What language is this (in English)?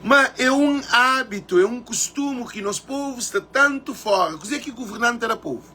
Kabuverdianu